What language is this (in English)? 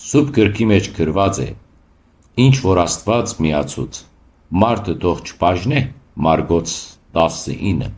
Western Armenian